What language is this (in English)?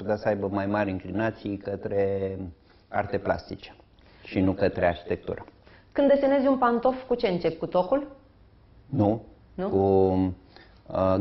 Romanian